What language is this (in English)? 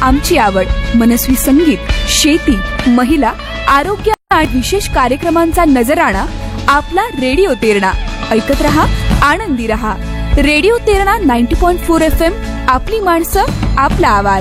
Marathi